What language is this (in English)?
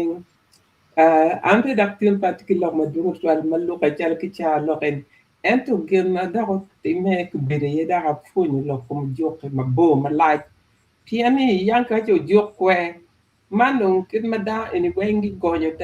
Acoli